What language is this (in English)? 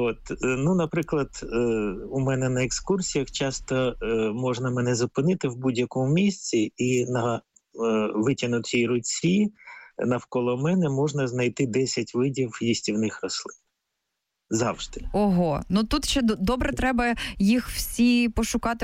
Ukrainian